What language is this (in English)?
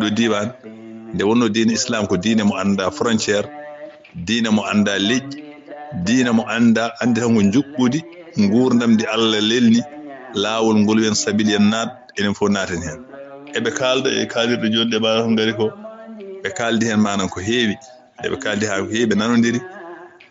Fula